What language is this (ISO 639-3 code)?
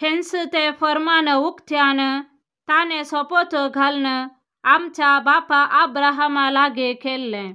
kok